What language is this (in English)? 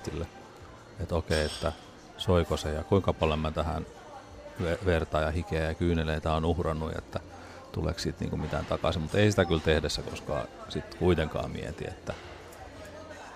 Finnish